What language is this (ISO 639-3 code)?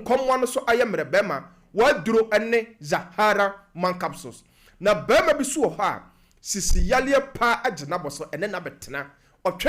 aka